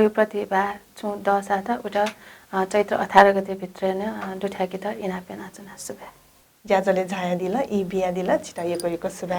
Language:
Newari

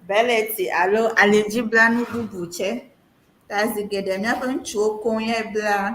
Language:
Ewe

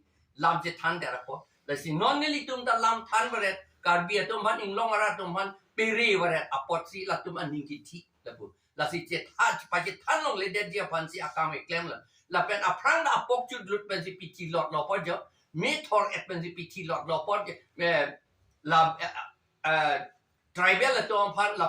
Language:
Karbi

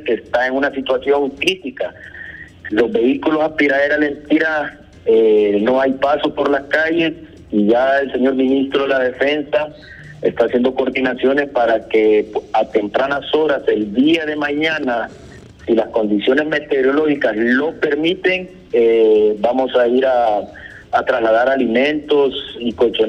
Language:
Spanish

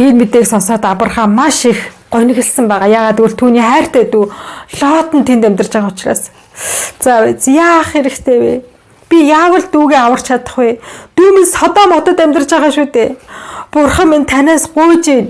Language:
Mongolian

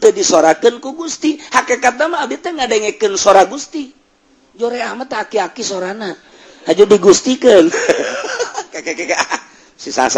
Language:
Sundanese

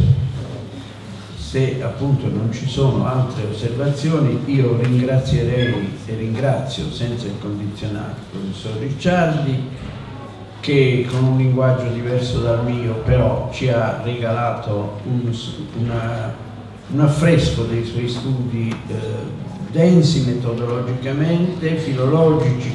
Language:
Italian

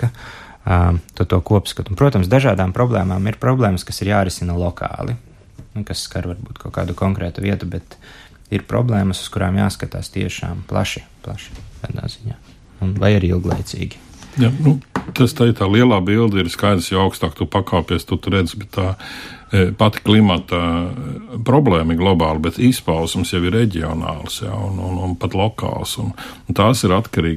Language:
Latvian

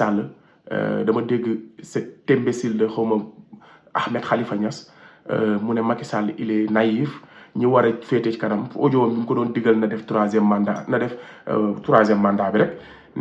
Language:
Wolof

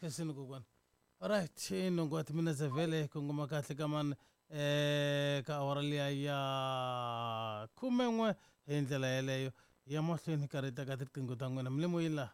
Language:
Tsonga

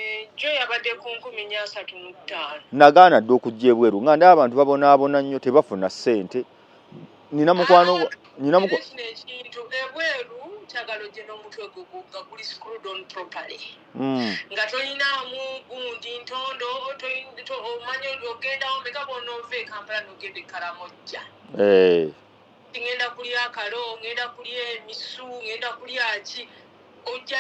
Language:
Ganda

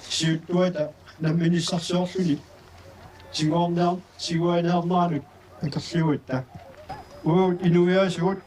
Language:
Kalaallisut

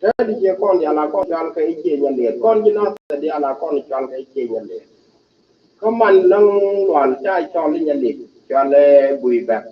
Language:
Nuer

